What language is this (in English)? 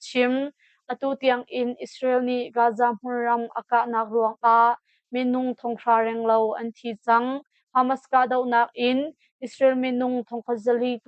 Hakha Chin